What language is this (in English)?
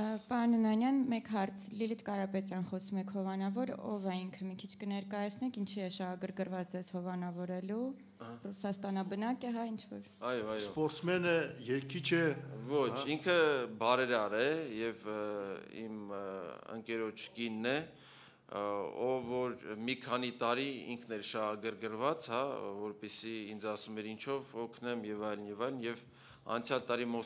Armenian